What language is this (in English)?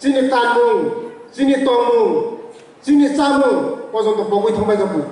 Kok Borok